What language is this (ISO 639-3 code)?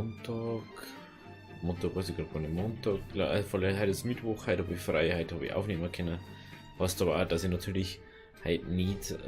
bar